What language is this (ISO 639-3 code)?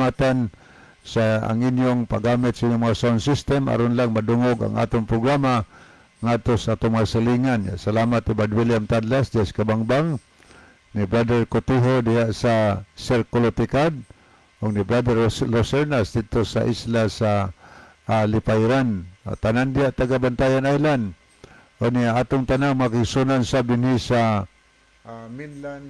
ceb